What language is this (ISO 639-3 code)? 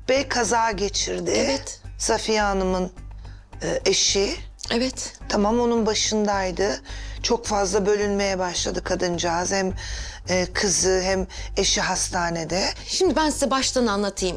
tur